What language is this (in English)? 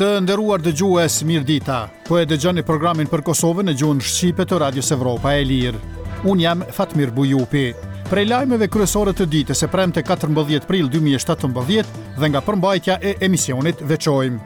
Albanian